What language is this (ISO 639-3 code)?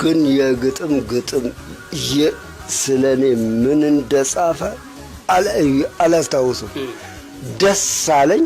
amh